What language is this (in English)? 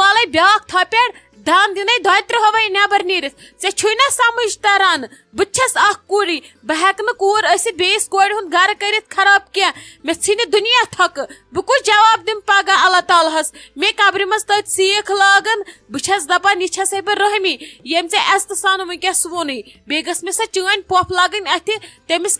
Kashmiri